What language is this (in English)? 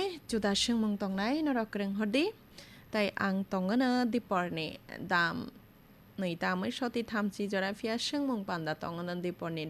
Kok Borok